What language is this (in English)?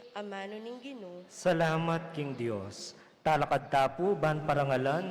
Pampanga